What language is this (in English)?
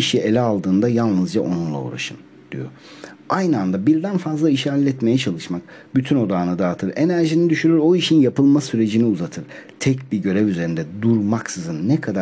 Turkish